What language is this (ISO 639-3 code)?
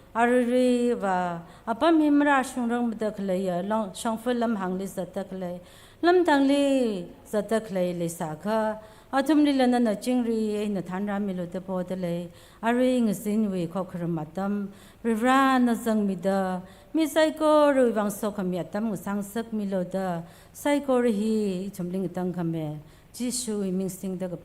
nmf